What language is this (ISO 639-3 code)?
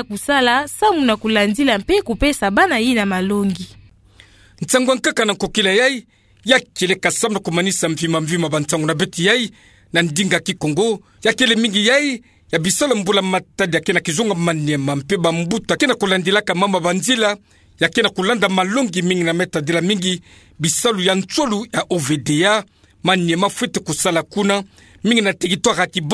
ktu